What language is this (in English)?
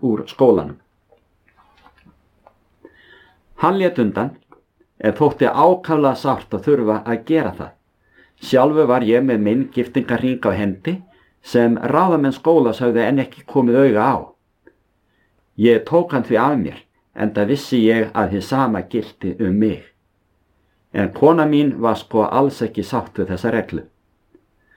Icelandic